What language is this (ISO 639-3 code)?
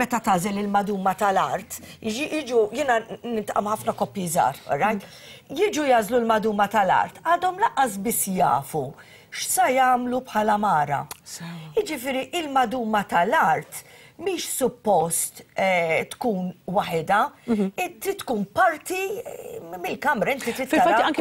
mlt